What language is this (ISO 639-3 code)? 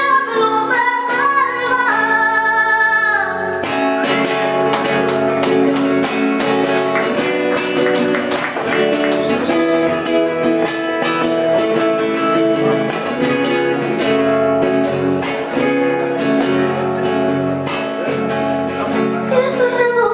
spa